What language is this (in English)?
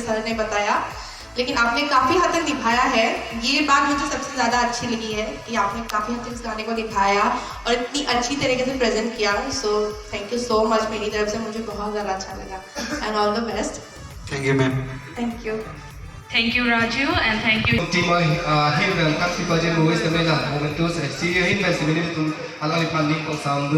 Karbi